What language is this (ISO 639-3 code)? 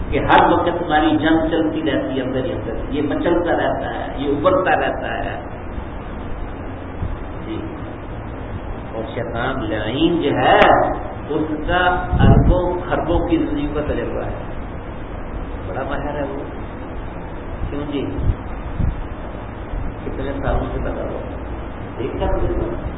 urd